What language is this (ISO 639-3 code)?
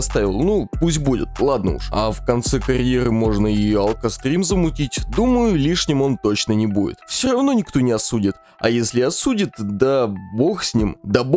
rus